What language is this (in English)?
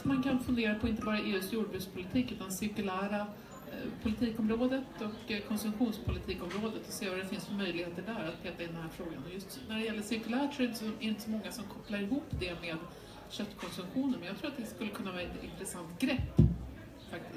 Swedish